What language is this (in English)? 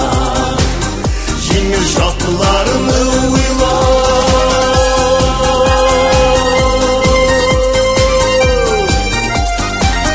Tatar